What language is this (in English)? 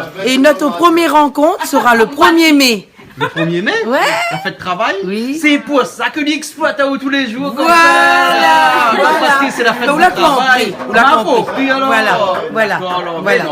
Réunion Creole French